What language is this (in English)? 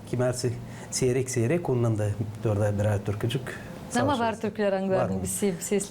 Gagauz